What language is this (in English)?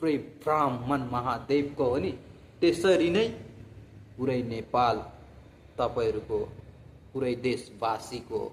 Nepali